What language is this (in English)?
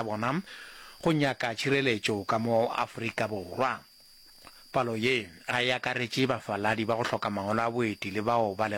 Northern Sotho